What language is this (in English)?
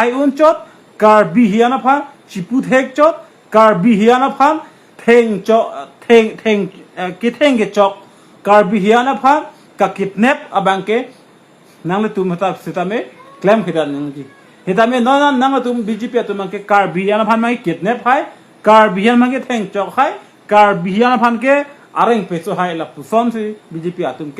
Karbi